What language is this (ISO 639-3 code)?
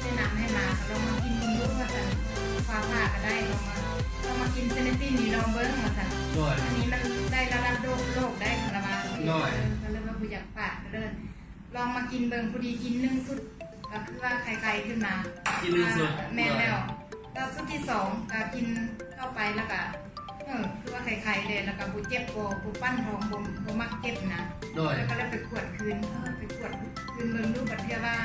lao